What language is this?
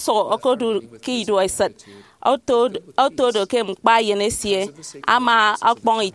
Efik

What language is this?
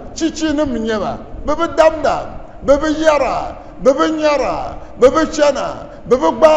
Dagbani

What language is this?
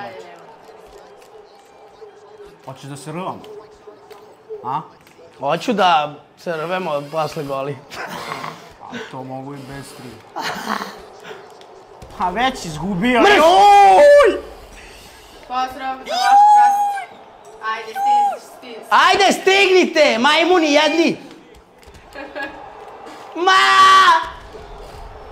Serbian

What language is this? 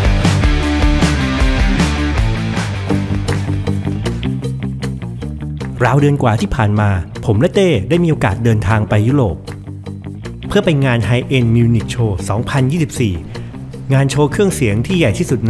Thai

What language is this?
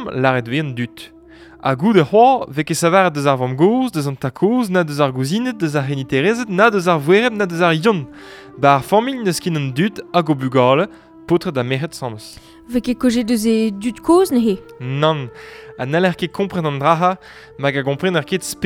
Breton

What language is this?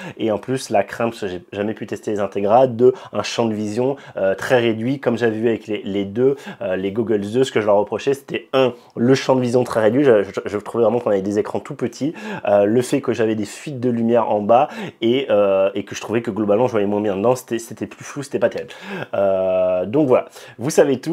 French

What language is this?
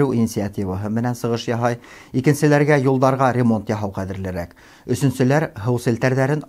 Bashkir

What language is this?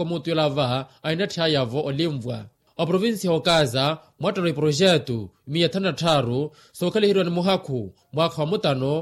Makhuwa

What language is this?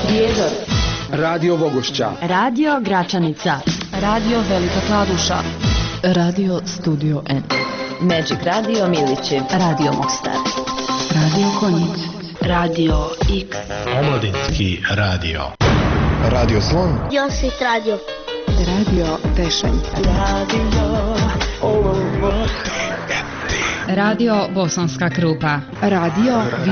Bosnian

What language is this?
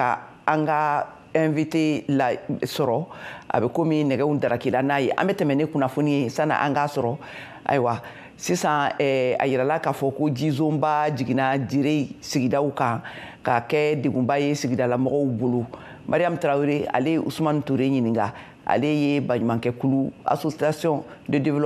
Bambara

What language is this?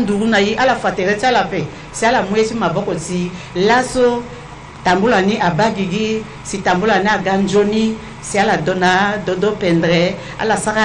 Sango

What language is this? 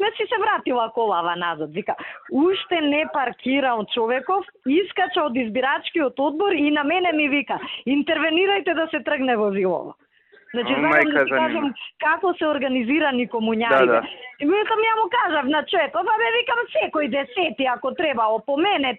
Macedonian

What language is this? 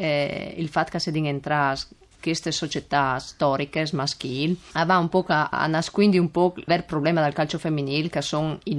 Friulian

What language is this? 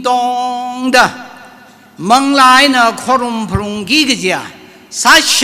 Tangkhul Naga (India)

